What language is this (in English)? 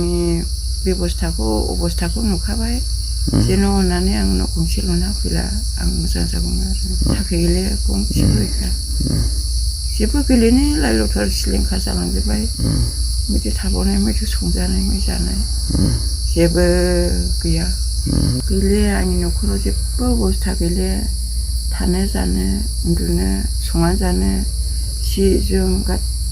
Bodo